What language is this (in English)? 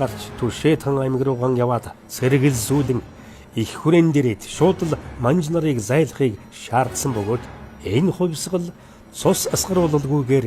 Mongolian